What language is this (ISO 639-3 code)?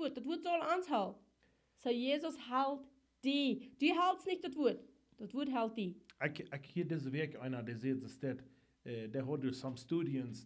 pdt